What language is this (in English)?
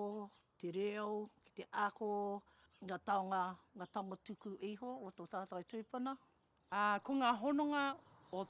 Māori